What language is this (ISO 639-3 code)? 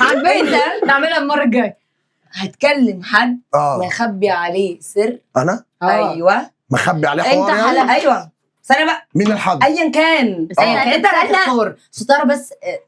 arz